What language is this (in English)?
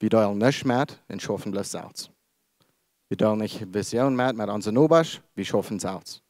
Plautdietsch